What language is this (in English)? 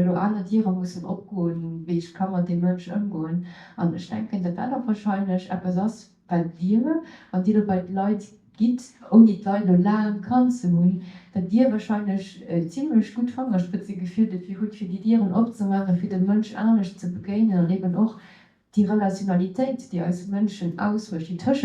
Luxembourgish